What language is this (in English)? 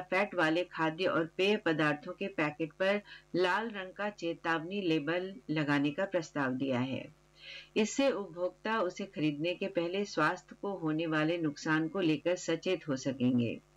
Hindi